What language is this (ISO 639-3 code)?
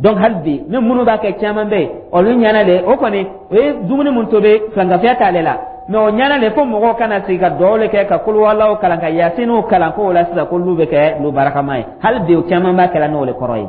dyu